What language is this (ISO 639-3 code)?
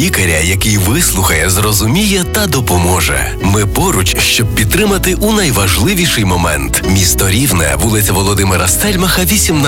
ukr